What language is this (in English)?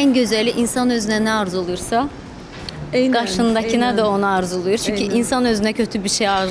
Azerbaijani